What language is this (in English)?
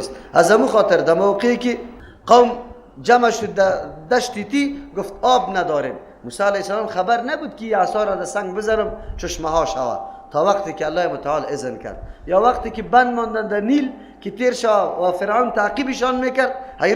Persian